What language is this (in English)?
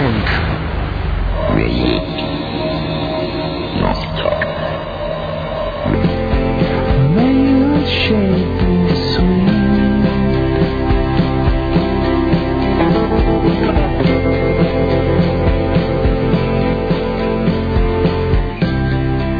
Serbian